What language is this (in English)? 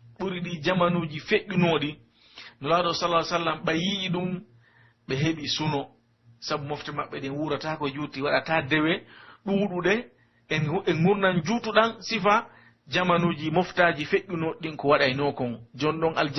Pular